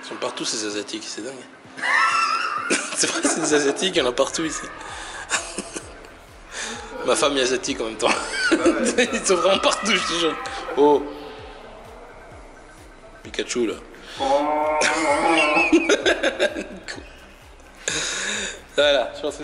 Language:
French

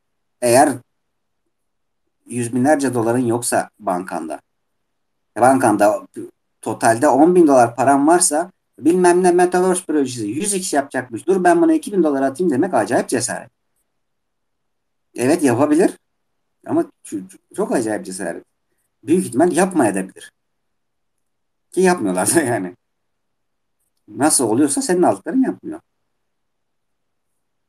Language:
Turkish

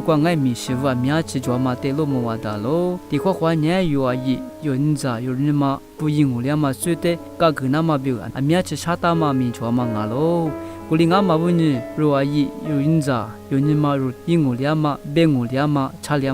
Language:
Lisu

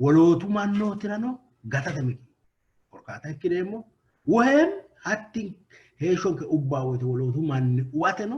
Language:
Sidamo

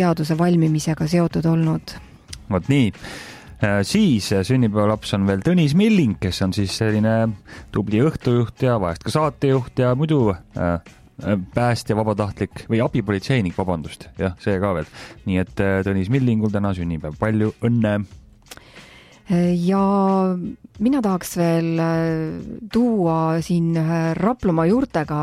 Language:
Estonian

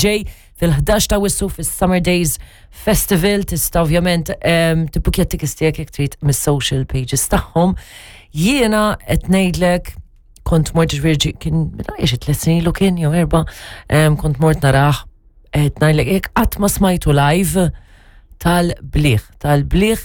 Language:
Maltese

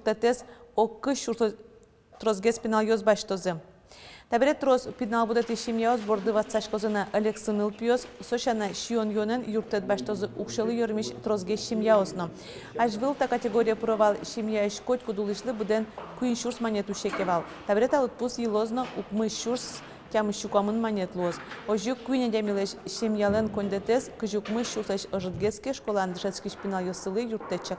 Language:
Udmurt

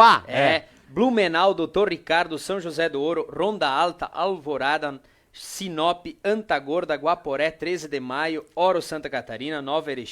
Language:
Venetian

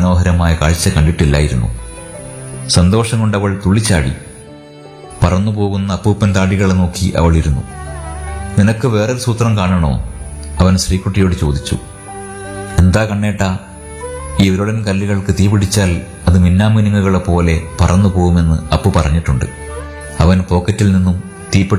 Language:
Malayalam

